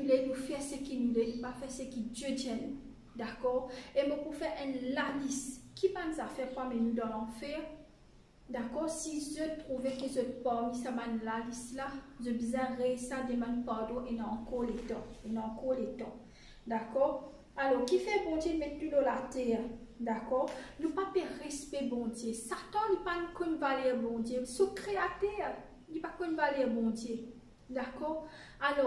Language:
Morisyen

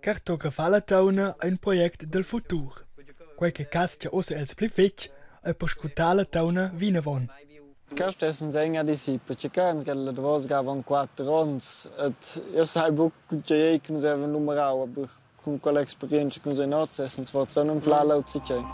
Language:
Romansh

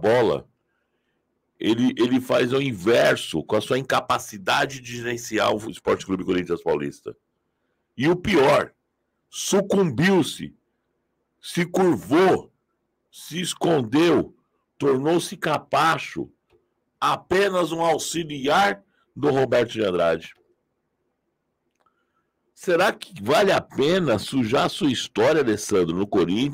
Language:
Portuguese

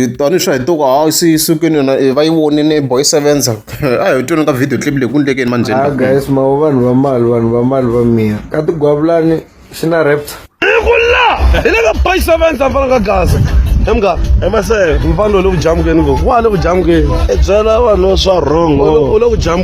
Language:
Tsonga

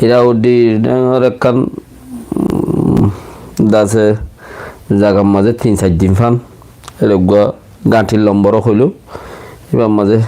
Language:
Rohingya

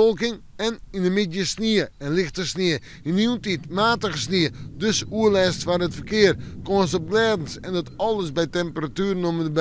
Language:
Western Frisian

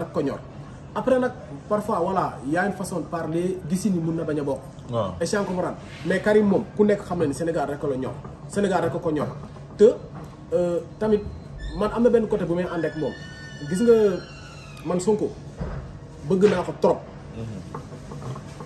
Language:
Wolof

